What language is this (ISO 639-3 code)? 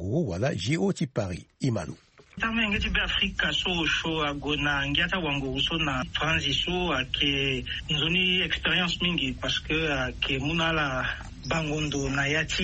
sag